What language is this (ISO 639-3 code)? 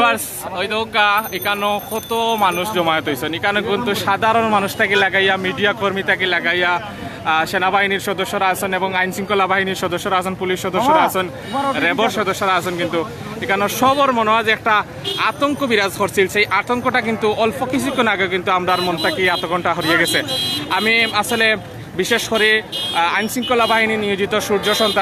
syl